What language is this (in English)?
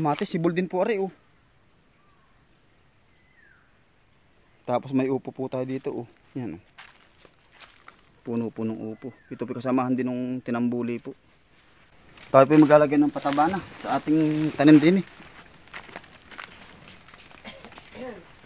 Filipino